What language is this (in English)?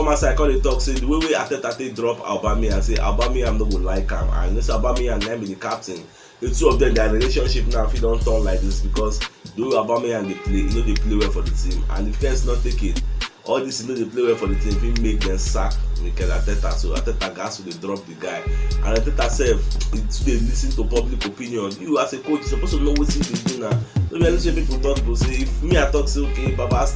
Nigerian Pidgin